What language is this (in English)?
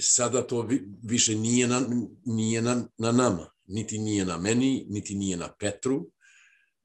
Serbian